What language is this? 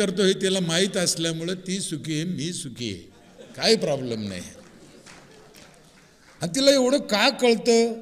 Marathi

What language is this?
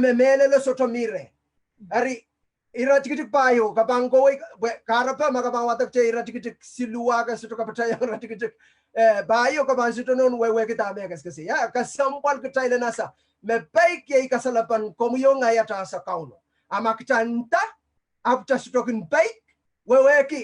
Pohnpeian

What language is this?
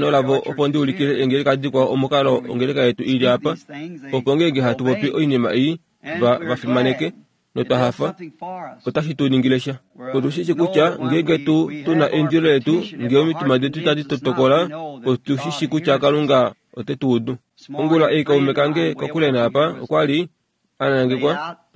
Kuanyama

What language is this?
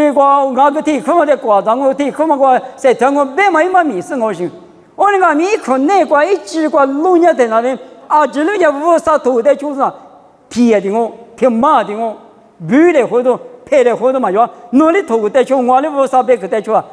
Lisu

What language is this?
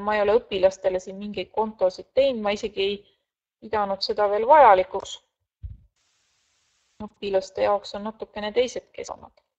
Estonian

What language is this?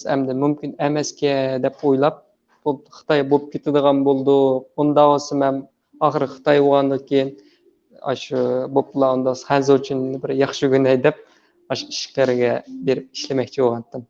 Uyghur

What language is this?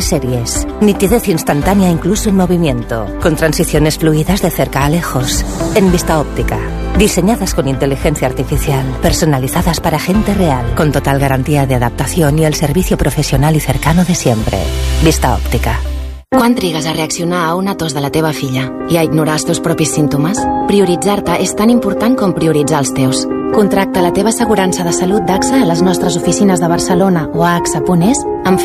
Catalan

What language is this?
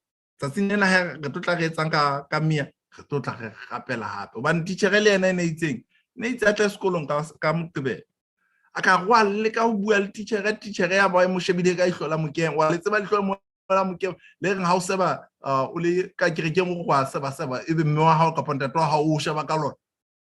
Southern Sotho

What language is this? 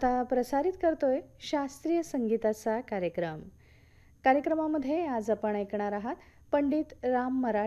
Marathi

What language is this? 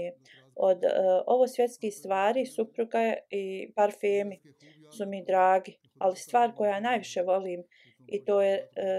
Bosnian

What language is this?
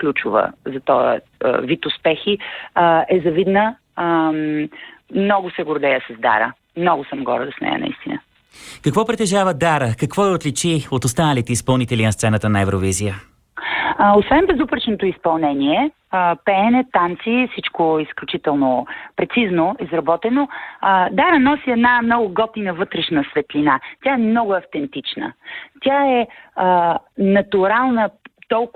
Bulgarian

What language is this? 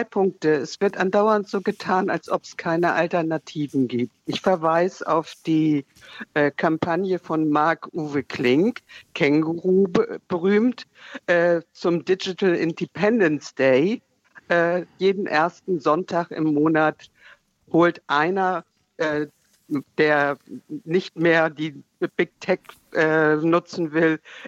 German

